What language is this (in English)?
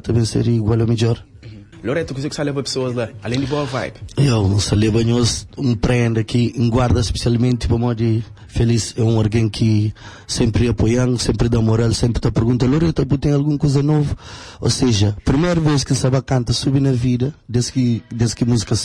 Kabuverdianu